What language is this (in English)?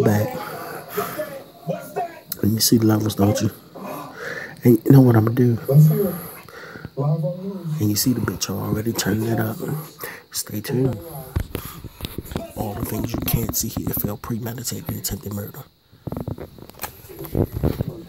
English